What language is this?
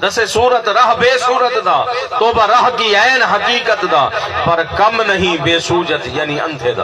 Saraiki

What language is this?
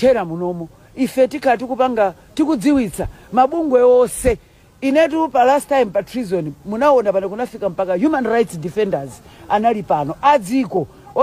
Nyanja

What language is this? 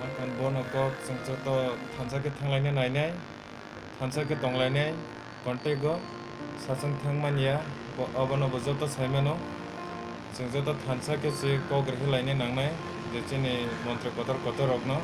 Kok Borok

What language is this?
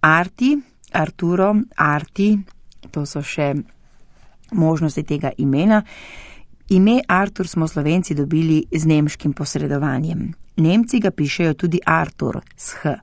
Slovenian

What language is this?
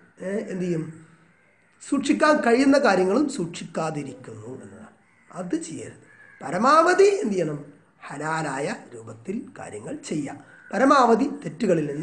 Malayalam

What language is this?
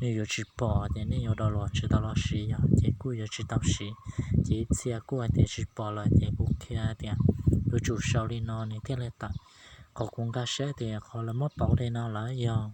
Hmong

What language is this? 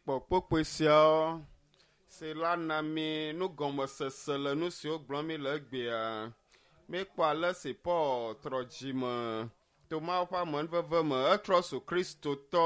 Ewe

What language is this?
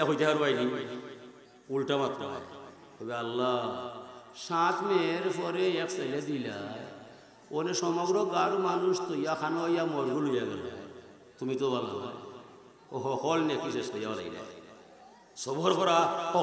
Sylheti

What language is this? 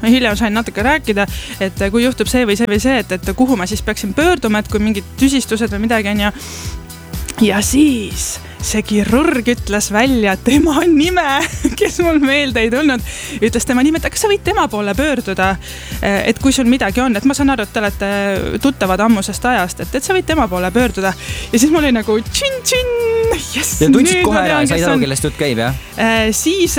Estonian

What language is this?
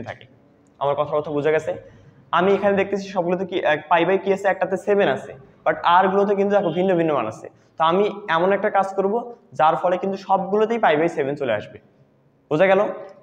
Bangla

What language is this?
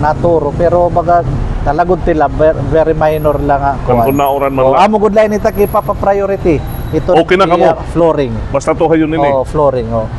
Waray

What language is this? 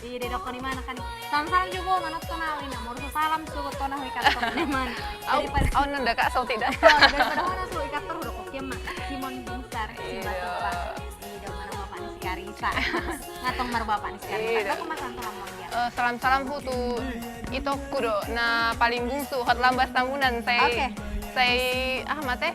Batak Toba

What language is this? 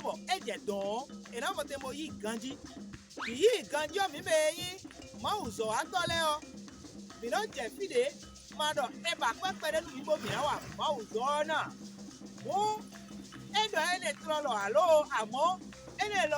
Fon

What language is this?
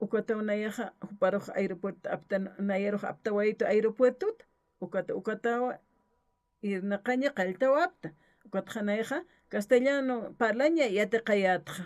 Aymara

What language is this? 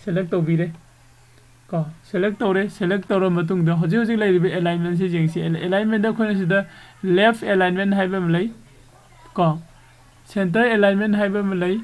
Manipuri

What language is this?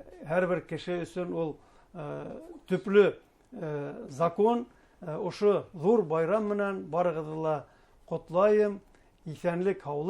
Bashkir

